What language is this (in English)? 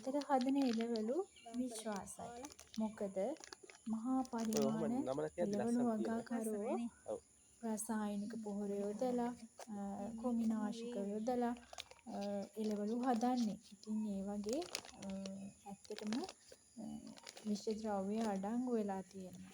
Sinhala